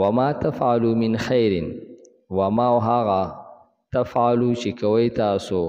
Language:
Pashto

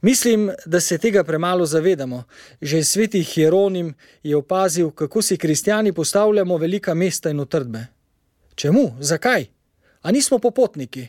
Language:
Slovenian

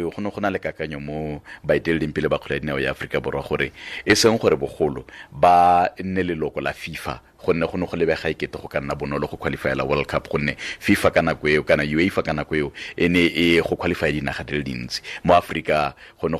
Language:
Tswana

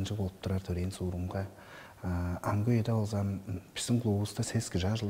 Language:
Tuvinian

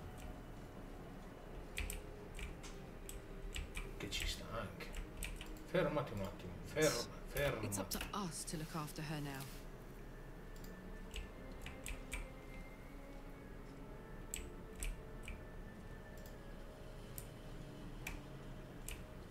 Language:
Italian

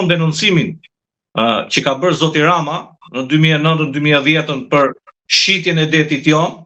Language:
Albanian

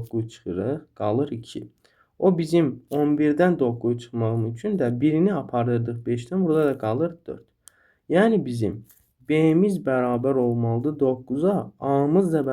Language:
Azerbaijani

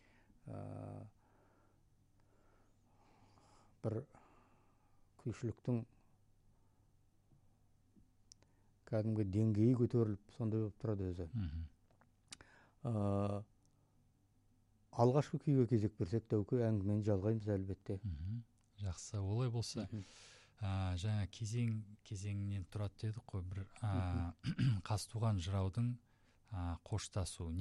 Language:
Kazakh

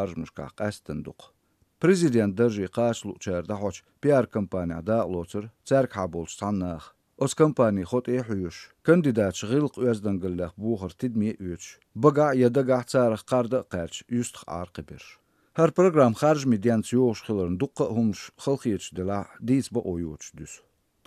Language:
Chechen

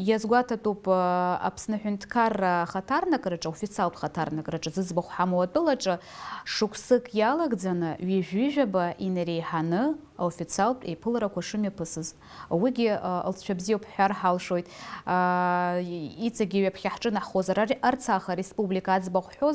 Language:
Abkhazian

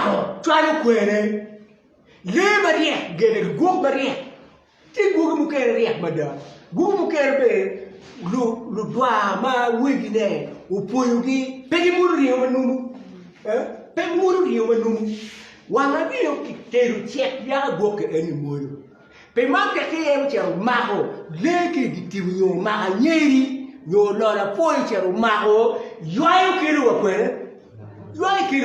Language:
Acoli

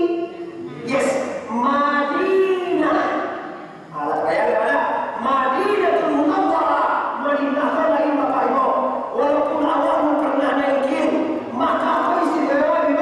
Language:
Minangkabau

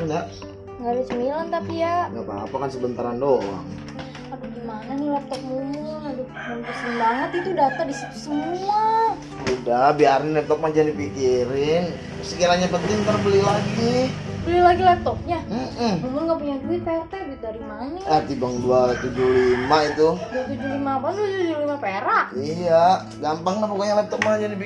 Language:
Betawi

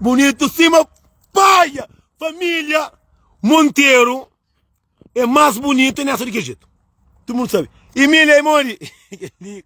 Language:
Kabuverdianu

